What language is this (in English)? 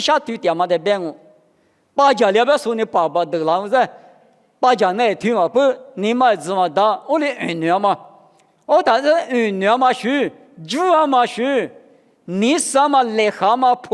Lisu